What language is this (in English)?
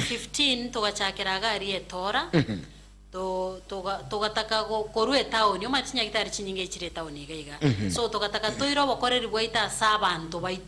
Gusii